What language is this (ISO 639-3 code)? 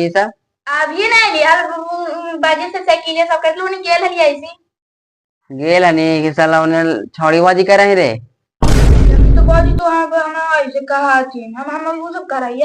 mag